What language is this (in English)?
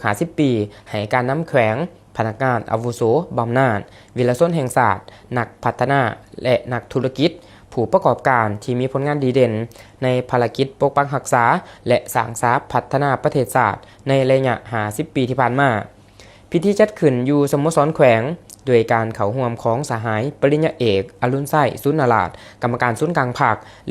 Lao